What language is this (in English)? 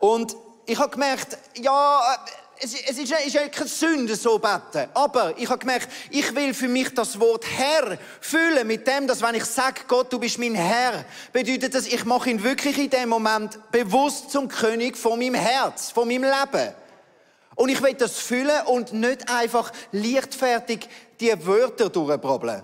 Swiss German